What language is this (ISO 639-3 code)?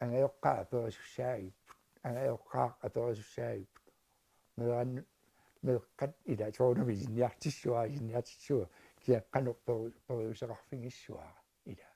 kal